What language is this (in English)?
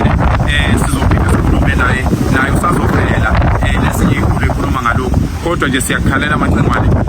Zulu